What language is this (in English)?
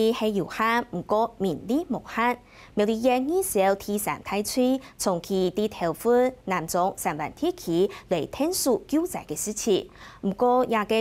Hakka Chinese